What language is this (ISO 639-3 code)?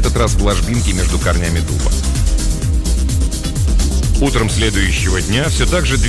rus